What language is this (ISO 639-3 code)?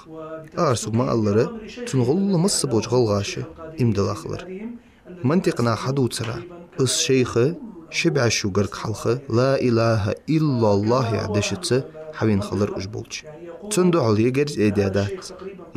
inh